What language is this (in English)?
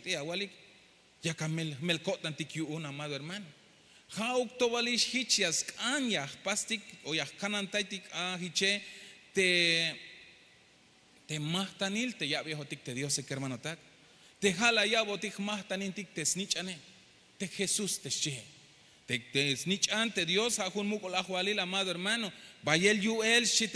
Tzeltal